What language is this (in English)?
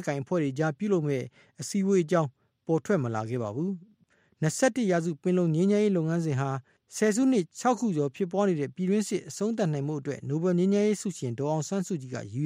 Burmese